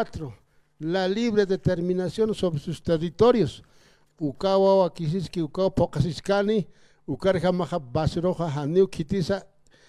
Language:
Aymara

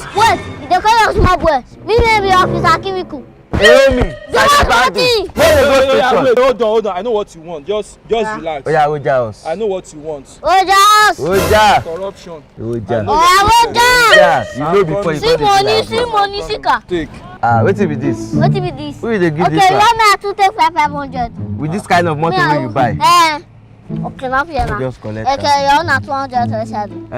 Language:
Nigerian Pidgin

